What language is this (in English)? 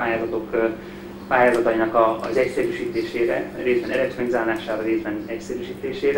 Hungarian